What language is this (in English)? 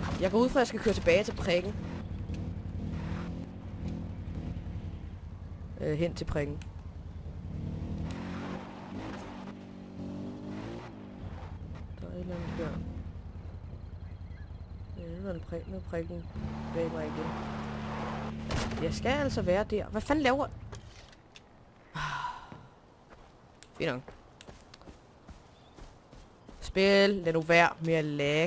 Danish